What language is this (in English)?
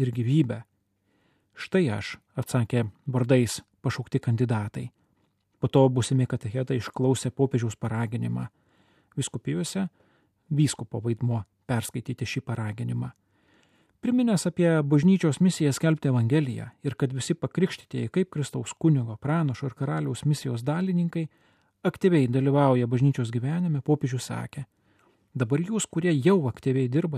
Lithuanian